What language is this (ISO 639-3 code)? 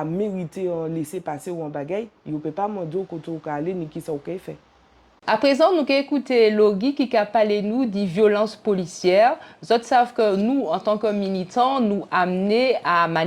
gcf